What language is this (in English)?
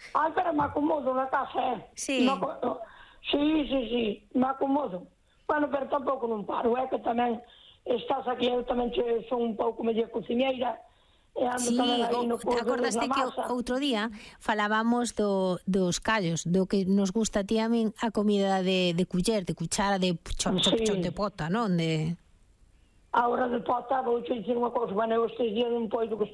Galician